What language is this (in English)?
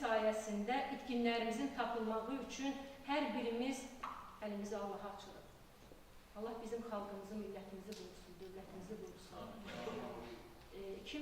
Azerbaijani